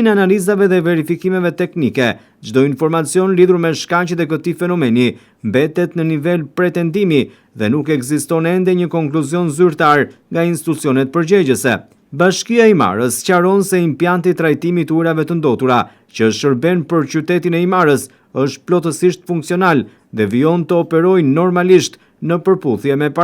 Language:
Albanian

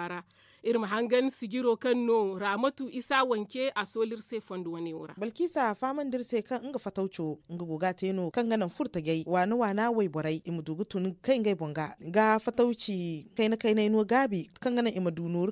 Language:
Zarma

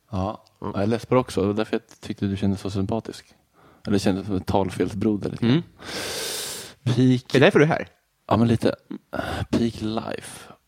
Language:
Swedish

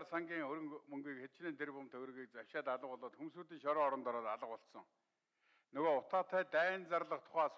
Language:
Mongolian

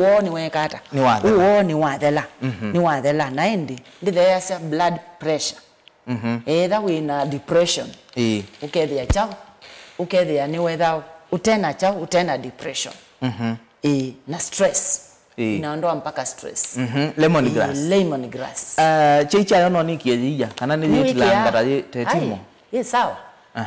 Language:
Kamba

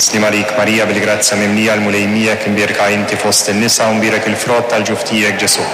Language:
Maltese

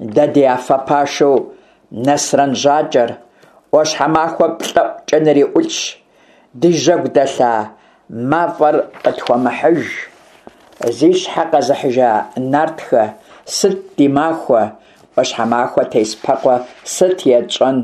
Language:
Kabardian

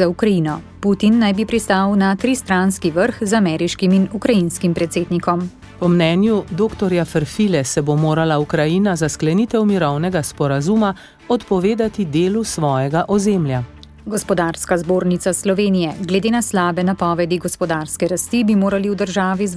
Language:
Slovenian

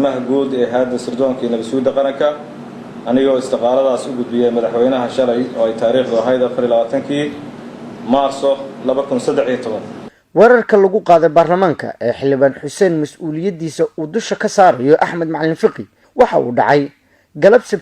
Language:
Somali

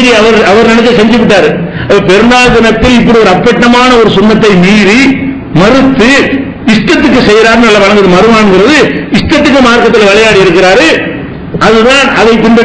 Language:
Tamil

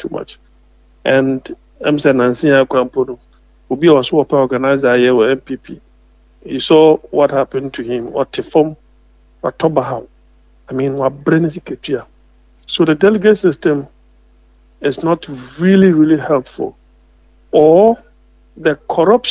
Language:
Akan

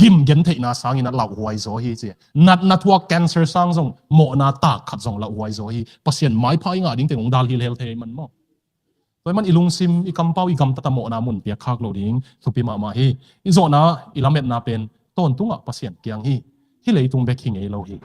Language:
Tedim Chin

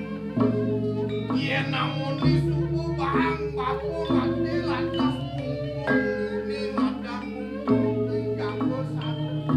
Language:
Balinese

